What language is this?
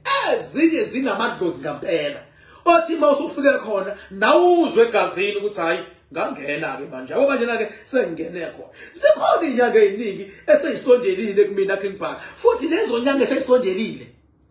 Zulu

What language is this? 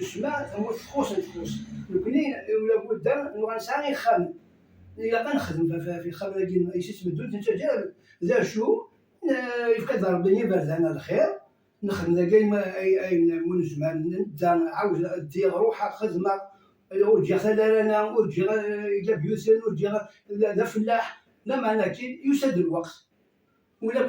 Kabyle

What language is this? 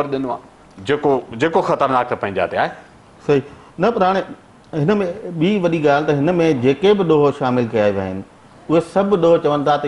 Sindhi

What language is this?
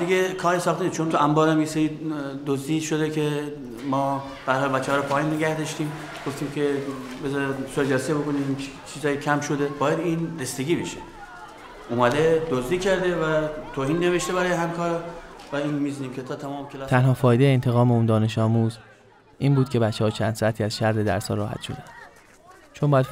Persian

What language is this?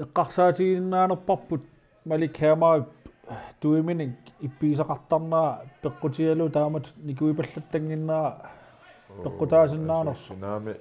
Kalaallisut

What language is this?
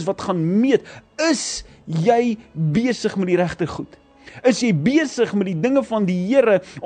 Afrikaans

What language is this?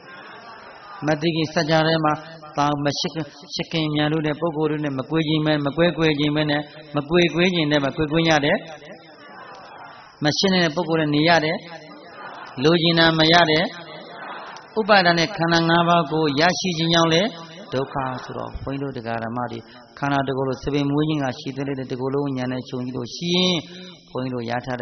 Burmese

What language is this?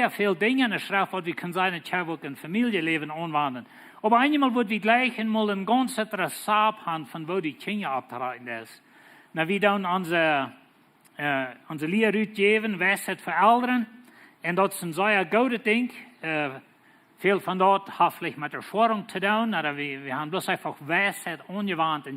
Plautdietsch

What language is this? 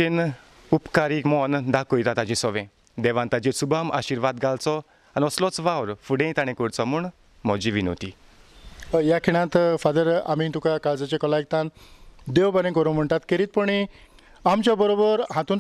Konkani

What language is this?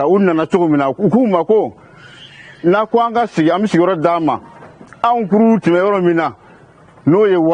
Bambara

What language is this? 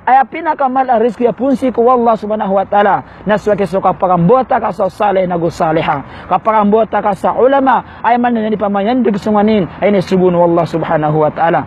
Maranao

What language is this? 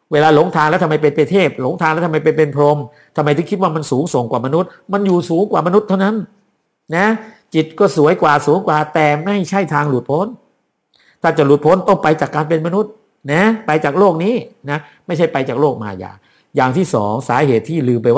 Thai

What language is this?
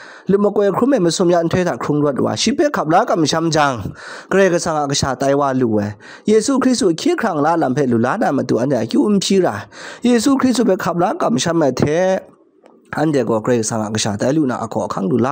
Kachin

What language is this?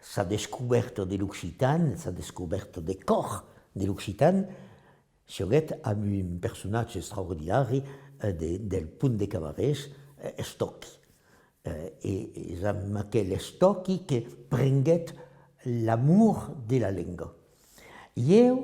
Occitan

